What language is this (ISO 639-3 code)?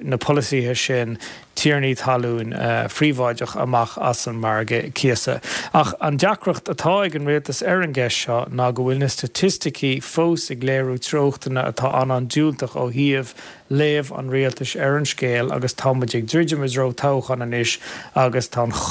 gle